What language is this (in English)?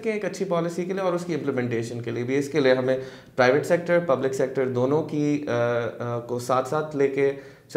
Urdu